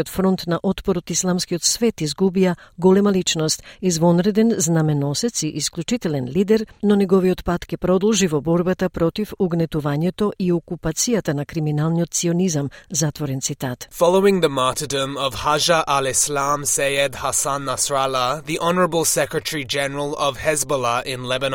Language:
Macedonian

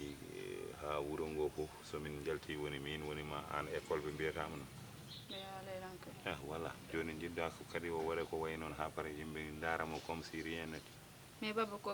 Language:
Fula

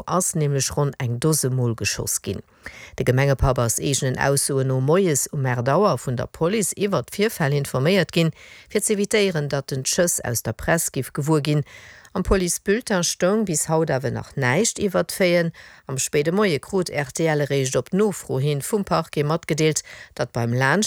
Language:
Luxembourgish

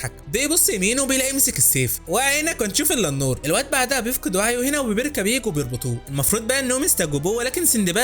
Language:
Egyptian Arabic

